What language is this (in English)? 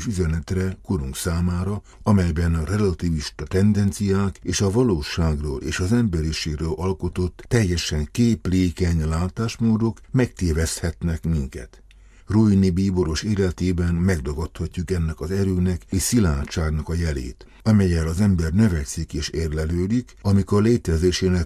Hungarian